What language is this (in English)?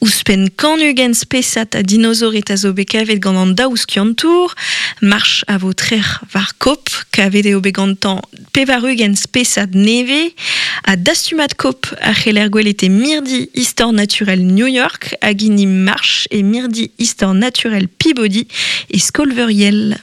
Breton